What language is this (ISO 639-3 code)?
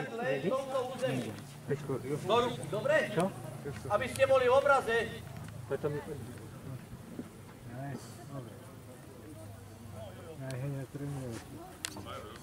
slk